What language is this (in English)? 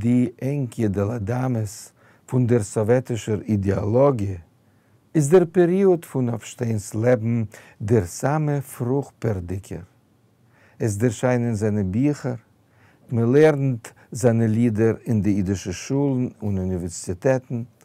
Yiddish